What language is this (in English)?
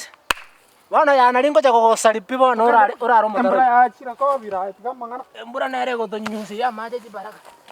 Gusii